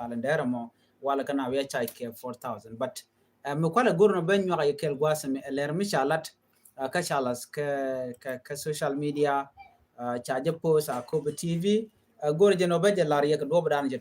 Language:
Nuer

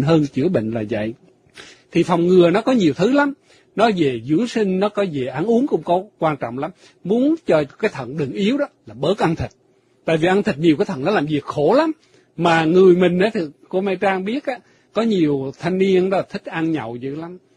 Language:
Vietnamese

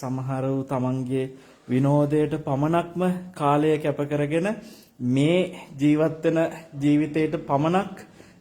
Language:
Sinhala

